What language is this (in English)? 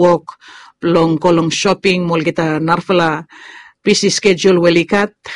Bislama